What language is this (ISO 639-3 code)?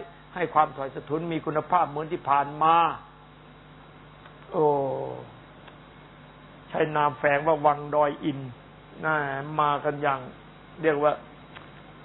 tha